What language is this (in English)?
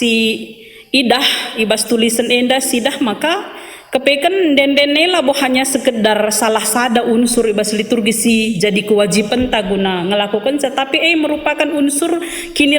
Batak Karo